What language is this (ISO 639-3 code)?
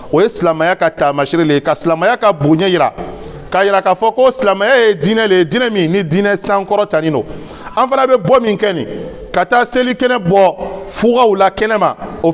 bam